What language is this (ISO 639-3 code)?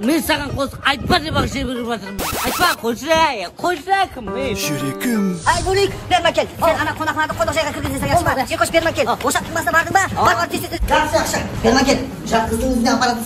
kaa